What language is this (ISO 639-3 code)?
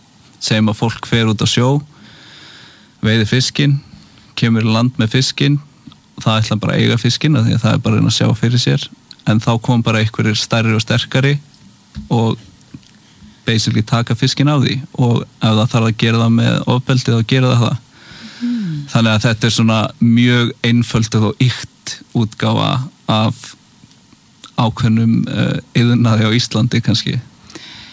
isl